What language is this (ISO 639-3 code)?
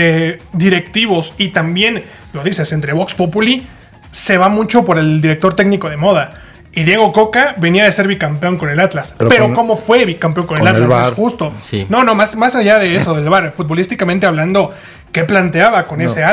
spa